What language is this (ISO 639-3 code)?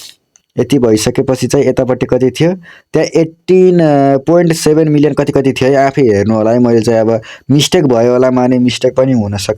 nep